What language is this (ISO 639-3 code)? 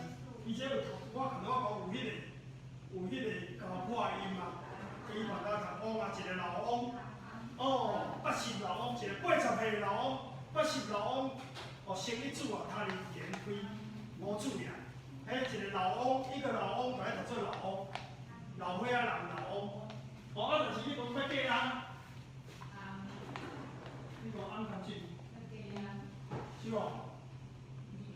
nan